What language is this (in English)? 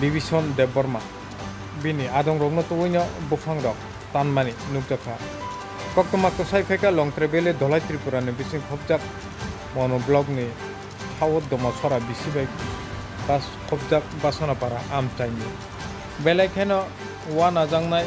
Kok Borok